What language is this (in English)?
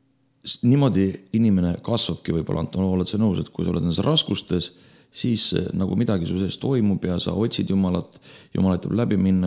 Estonian